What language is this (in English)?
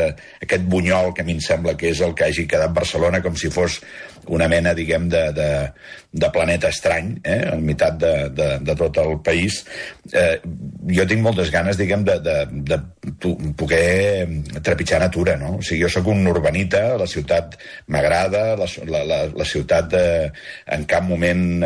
Catalan